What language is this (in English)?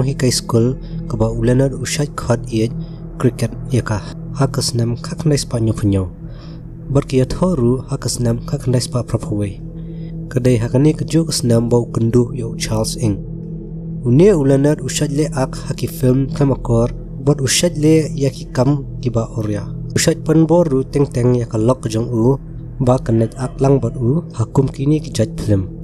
Khasi